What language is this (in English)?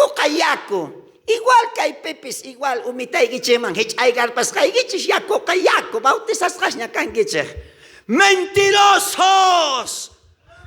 South Bolivian Quechua